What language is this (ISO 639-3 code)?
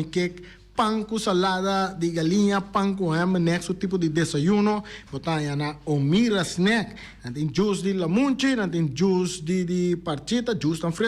pap